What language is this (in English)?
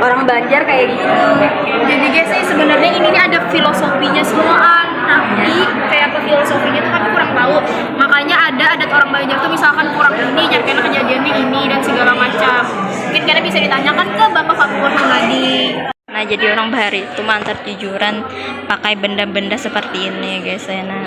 Banjar